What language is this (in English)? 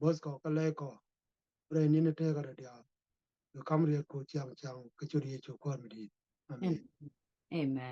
Nuer